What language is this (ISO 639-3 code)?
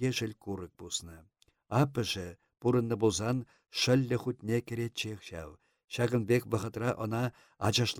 chv